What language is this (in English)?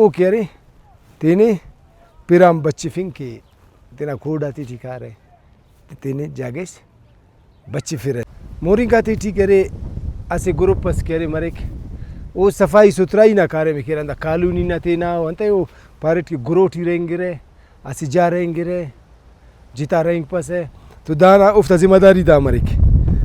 Brahui